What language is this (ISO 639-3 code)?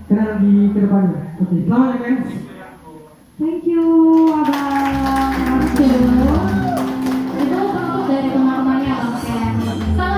ind